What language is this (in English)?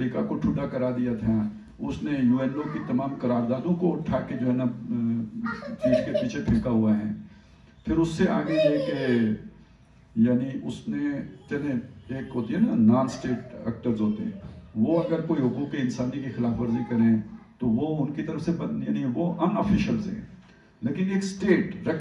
Urdu